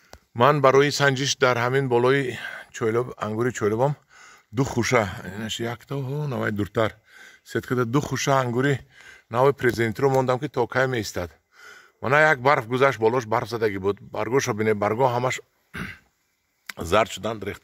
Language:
Tajik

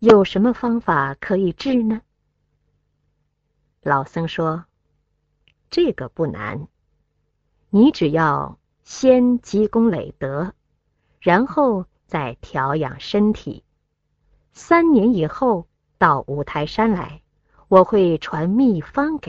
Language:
Chinese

